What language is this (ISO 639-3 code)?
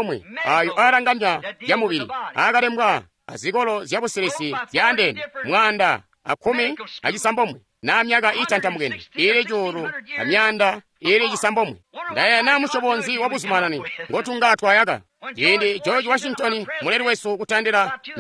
toi